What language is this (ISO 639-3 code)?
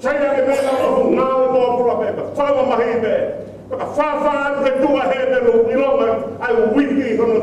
ton